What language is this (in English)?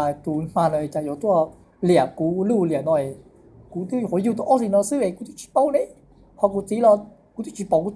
Hmong